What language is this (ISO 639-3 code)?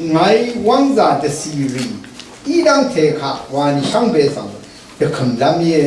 raw